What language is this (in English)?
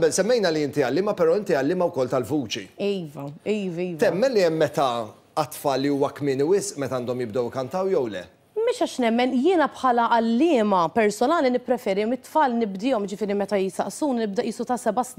Maltese